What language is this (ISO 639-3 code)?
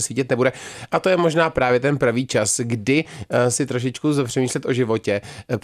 ces